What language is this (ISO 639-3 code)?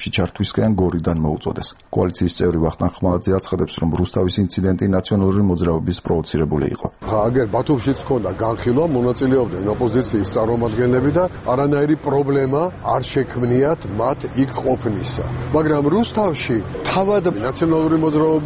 kat